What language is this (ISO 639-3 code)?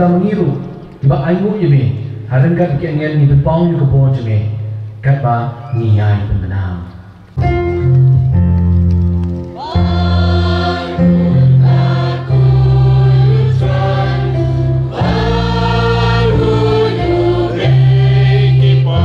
kha